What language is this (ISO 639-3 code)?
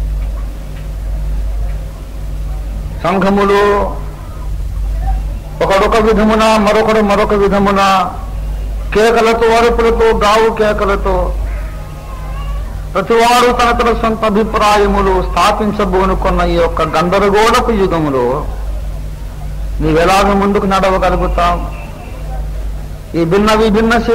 tel